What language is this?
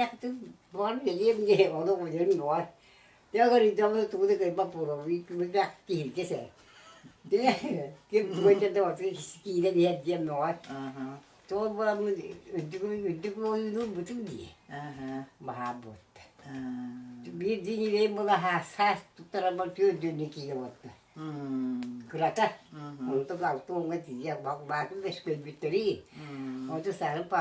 Yakut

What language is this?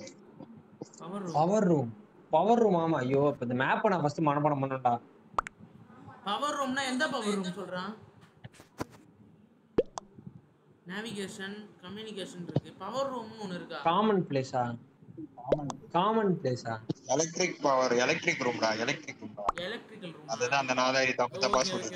Tamil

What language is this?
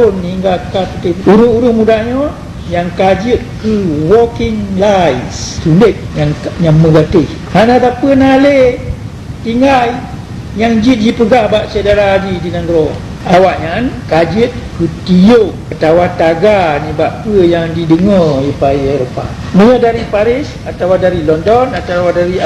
Achinese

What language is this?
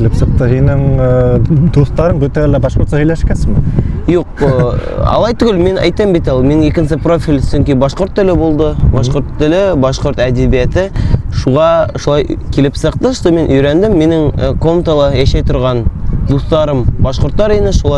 Bashkir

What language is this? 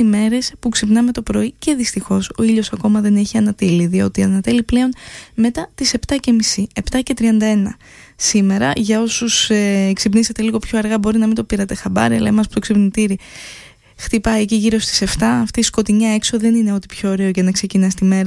Greek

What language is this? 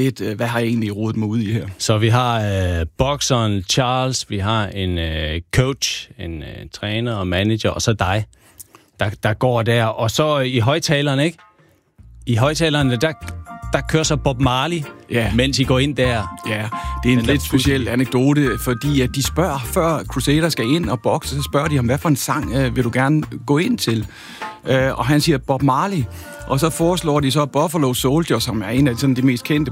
Danish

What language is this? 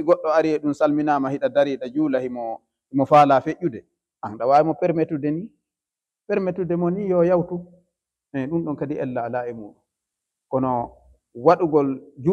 Swahili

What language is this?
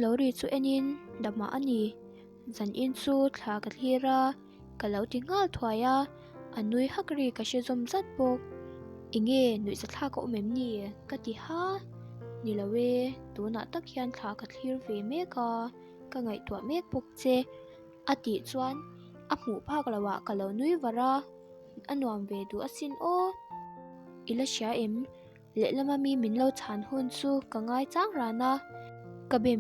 Mizo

